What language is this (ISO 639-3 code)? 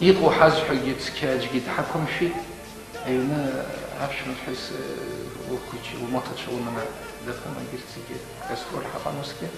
abk